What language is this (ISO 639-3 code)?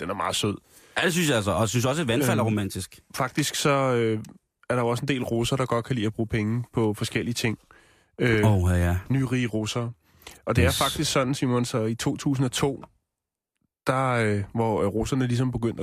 dan